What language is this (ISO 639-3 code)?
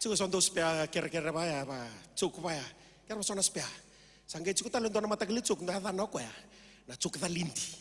fij